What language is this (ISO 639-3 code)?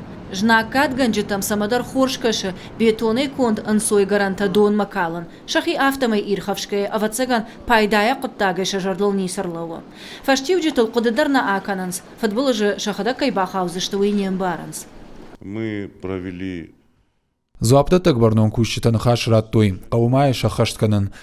oss